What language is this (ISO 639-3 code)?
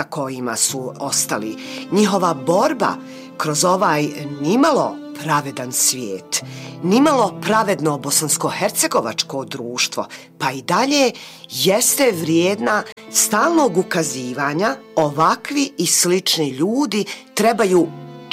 bos